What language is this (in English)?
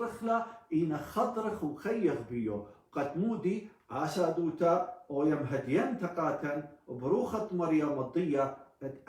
Assyrian Neo-Aramaic